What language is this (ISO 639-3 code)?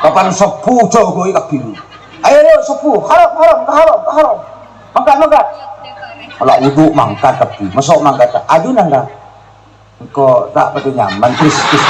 mad